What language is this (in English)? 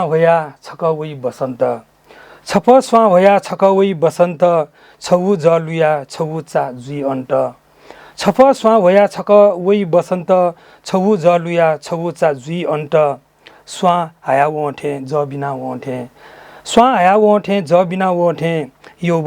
Newari